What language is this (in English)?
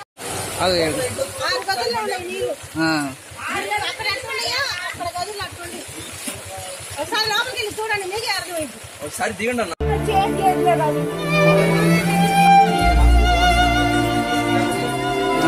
Telugu